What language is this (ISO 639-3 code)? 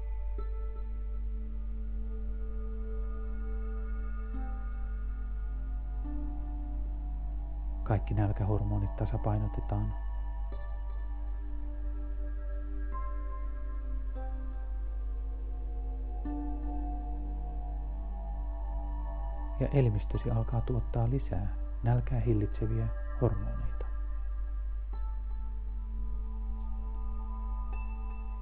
fin